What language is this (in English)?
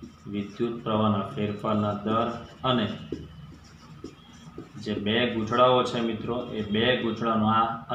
Gujarati